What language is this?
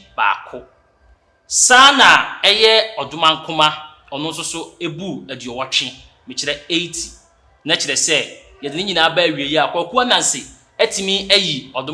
Akan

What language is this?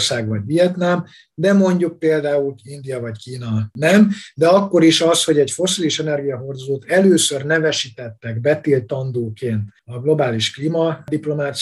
Hungarian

